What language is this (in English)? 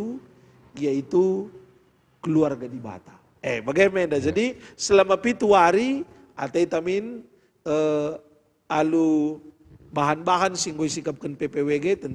Batak Karo